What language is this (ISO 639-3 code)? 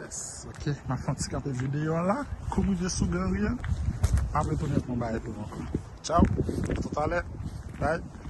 hat